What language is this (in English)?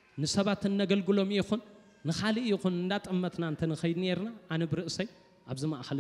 Tigrinya